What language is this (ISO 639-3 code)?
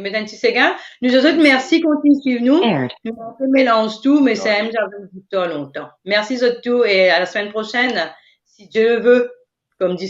mfe